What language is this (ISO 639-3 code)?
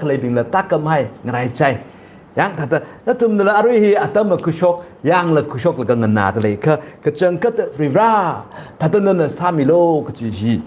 nmf